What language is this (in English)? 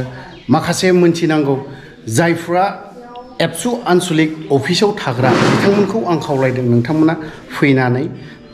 Bodo